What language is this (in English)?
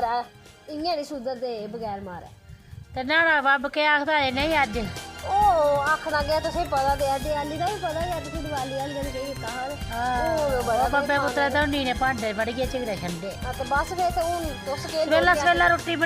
Dogri